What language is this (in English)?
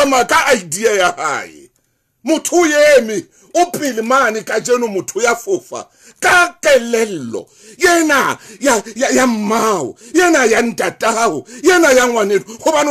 Southern Sotho